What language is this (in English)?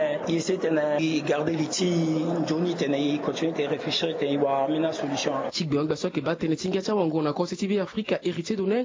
Sango